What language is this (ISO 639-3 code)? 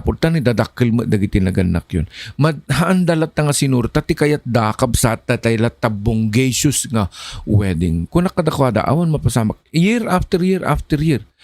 ilo